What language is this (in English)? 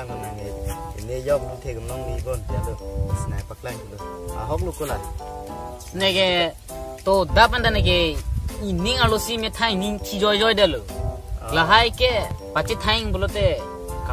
Karbi